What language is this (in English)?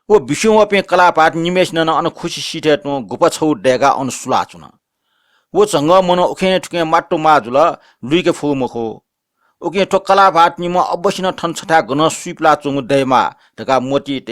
Newari